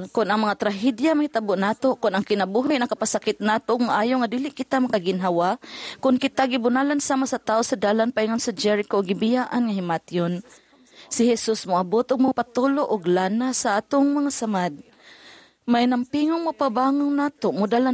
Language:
Cebuano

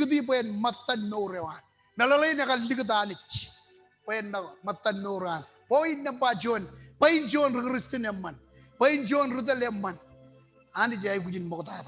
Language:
Marshallese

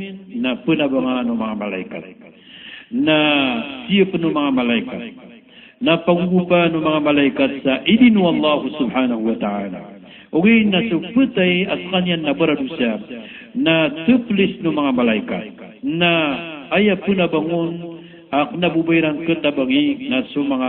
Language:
Maranao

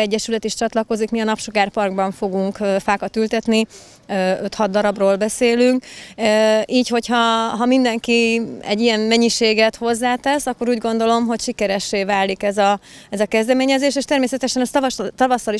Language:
Hungarian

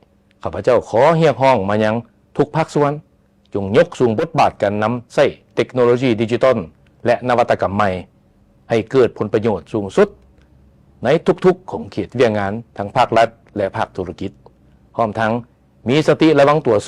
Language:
Lao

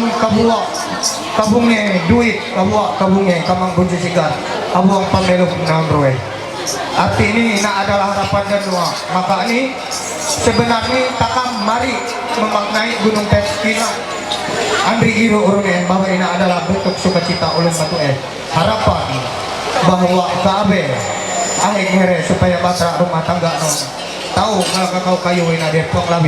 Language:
Ma'anyan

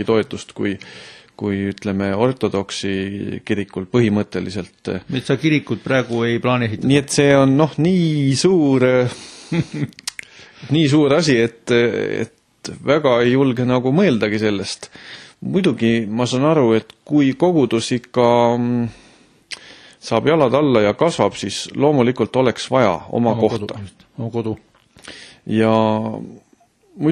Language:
Estonian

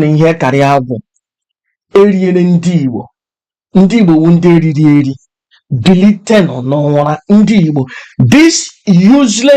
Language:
Igbo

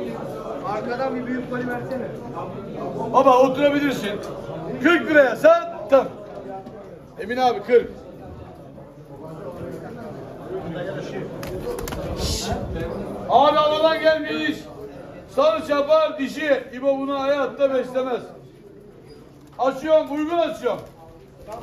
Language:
Turkish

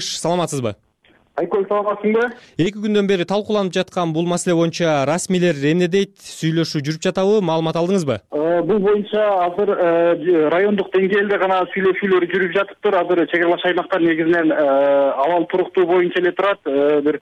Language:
Kyrgyz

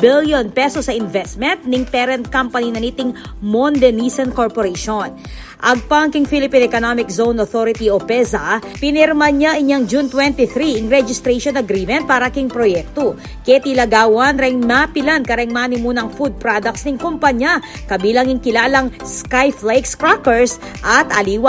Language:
Pampanga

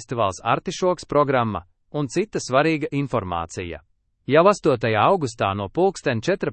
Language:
Latvian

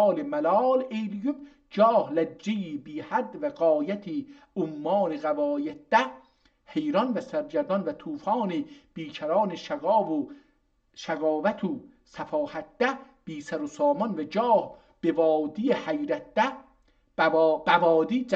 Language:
South Azerbaijani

